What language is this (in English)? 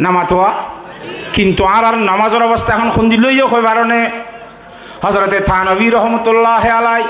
Rohingya